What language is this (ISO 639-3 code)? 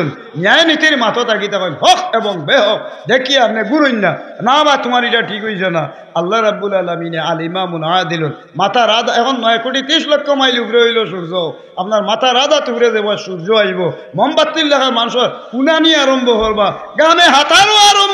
syl